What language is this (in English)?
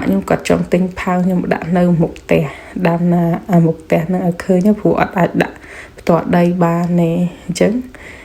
Khmer